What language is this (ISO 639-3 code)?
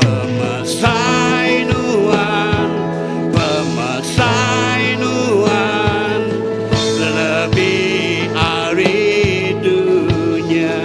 iba